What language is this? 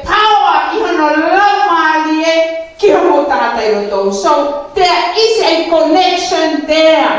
Tongan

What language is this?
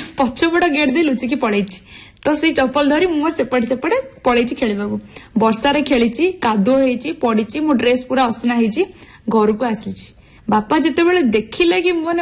Odia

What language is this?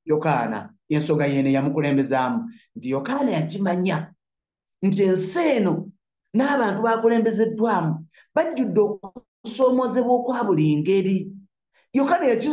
Ganda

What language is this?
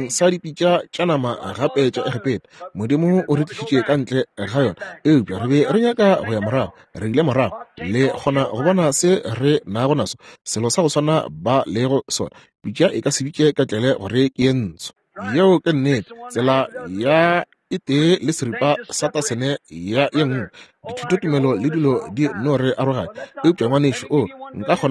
Northern Sotho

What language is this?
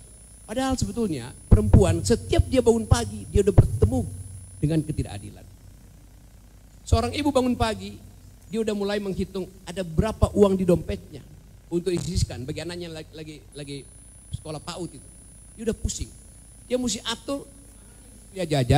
Indonesian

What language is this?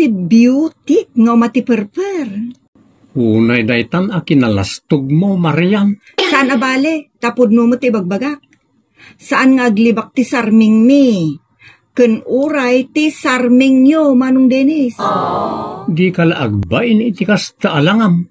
Iloko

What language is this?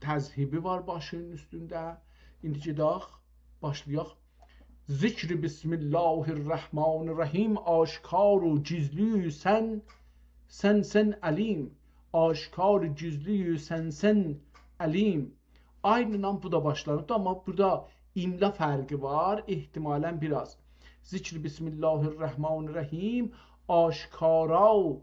South Azerbaijani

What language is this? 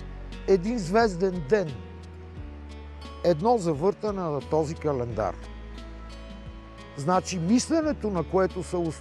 Bulgarian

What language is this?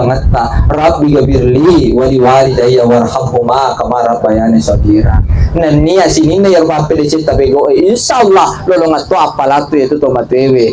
Buginese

